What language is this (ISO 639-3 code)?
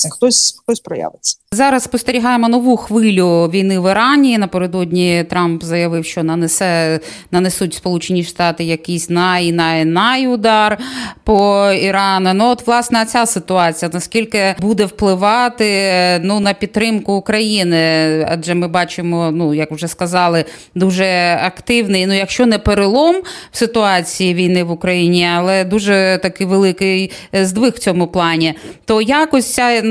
ukr